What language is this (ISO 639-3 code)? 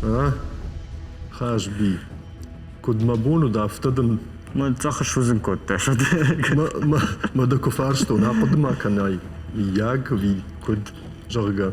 oss